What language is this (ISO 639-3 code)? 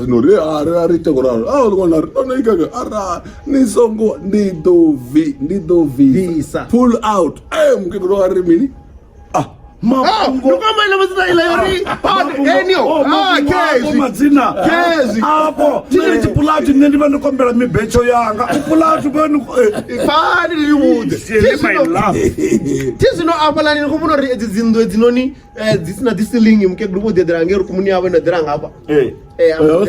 ven